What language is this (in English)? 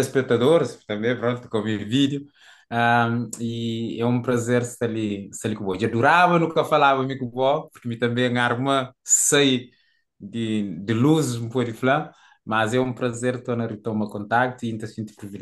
Kabuverdianu